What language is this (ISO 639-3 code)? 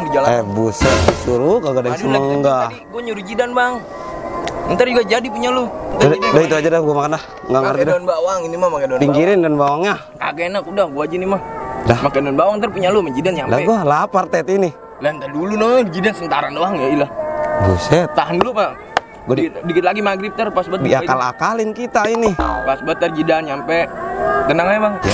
bew